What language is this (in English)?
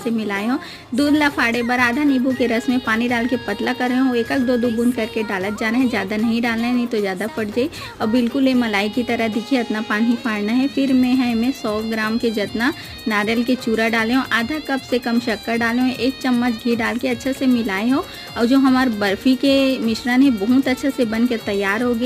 Chhattisgarhi